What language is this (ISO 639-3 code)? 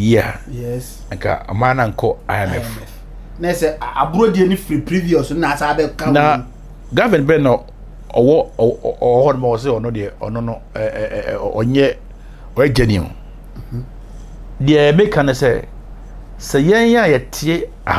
aka